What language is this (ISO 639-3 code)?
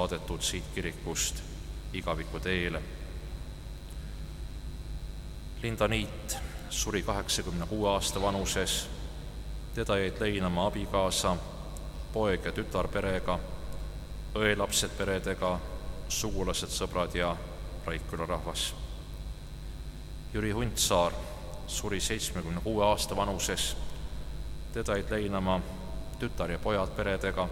est